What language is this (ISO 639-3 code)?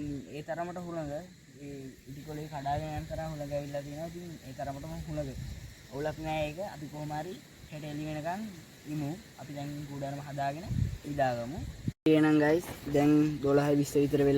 sin